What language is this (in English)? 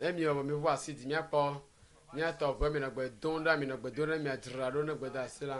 Ewe